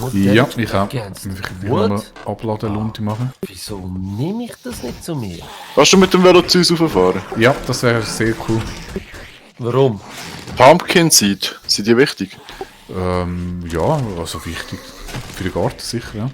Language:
Swiss German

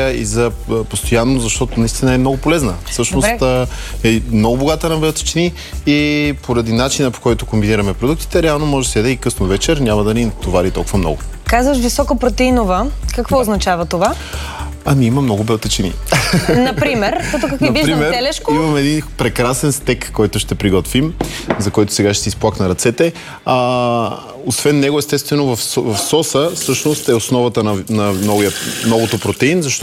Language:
Bulgarian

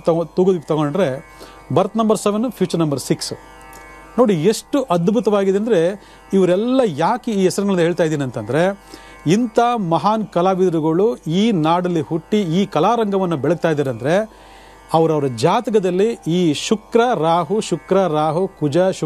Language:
Kannada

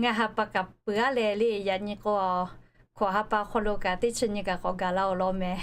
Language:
Lahu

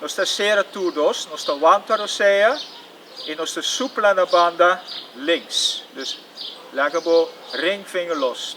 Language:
Papiamento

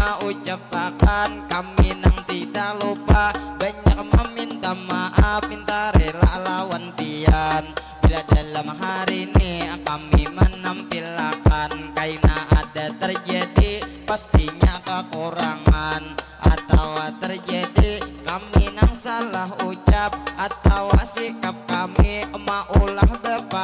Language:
Banjar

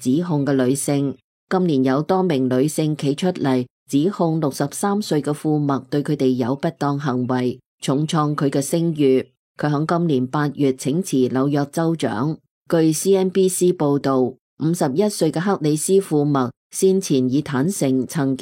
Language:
Cantonese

